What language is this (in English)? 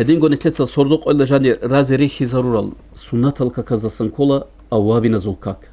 Avaric